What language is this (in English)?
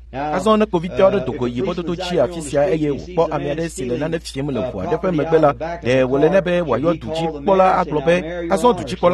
Ewe